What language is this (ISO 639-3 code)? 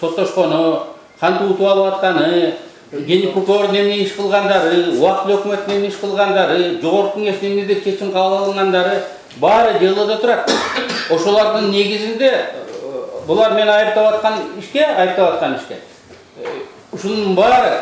kir